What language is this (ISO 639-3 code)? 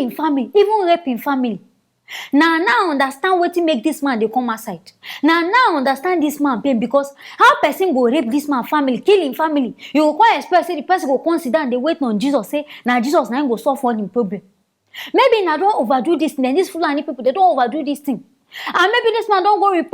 pcm